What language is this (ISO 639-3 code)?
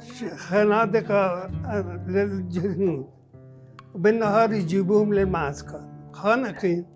acm